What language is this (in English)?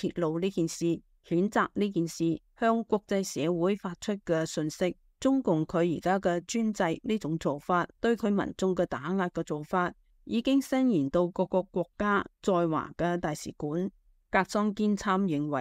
Cantonese